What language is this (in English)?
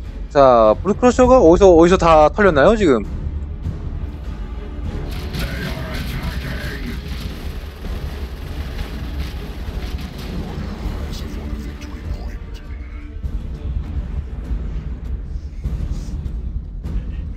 Korean